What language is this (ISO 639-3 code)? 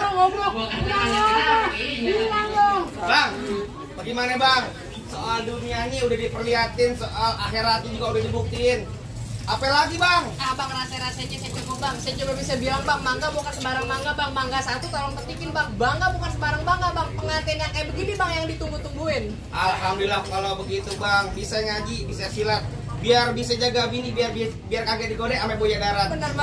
bew